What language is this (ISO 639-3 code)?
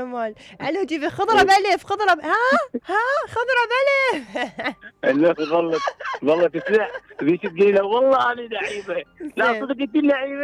acm